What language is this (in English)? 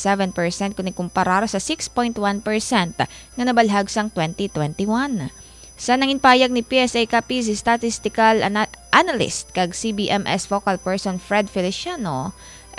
Hiligaynon